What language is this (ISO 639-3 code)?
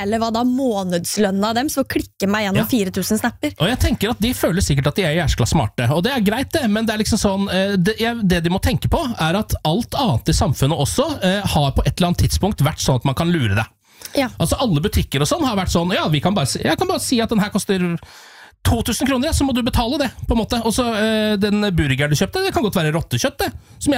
nor